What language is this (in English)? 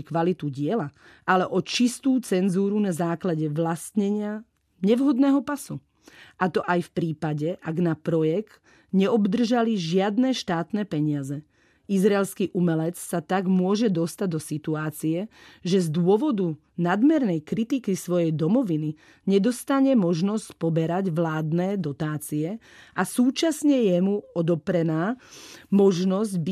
Slovak